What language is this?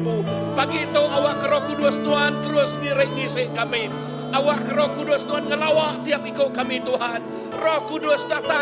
Iban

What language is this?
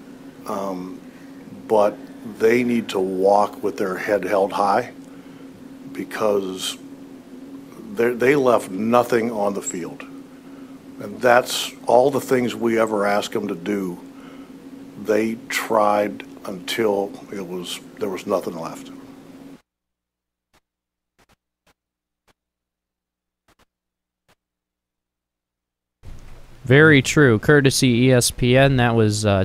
English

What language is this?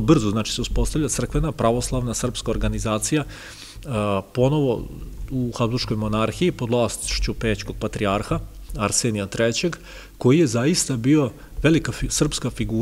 Serbian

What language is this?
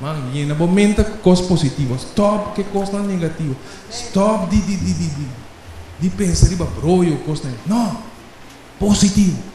Papiamento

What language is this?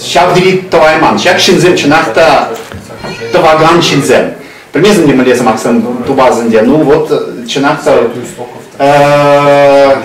Chuvash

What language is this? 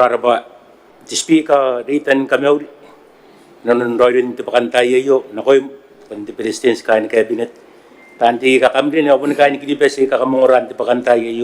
Gilbertese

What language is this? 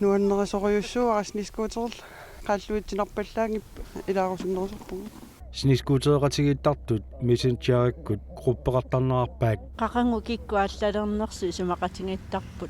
Kalaallisut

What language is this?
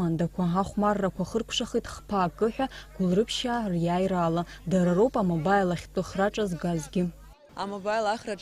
Abkhazian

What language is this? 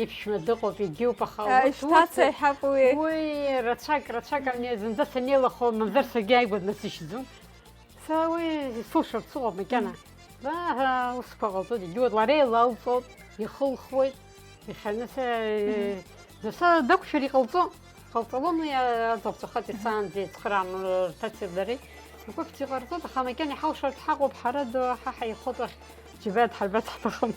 Abkhazian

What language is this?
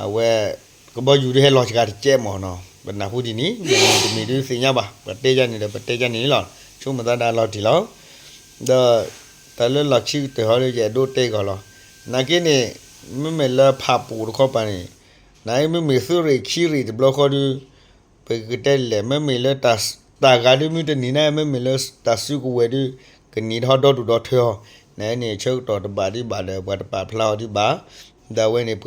S'gaw Karen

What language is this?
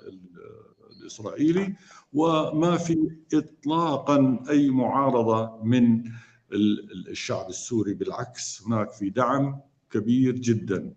North Levantine Arabic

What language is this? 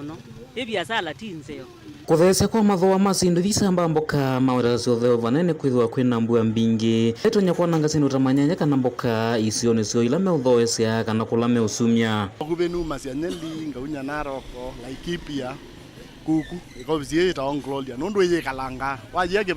Kamba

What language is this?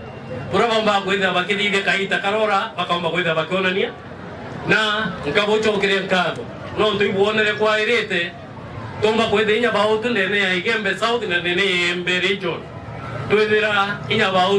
Meru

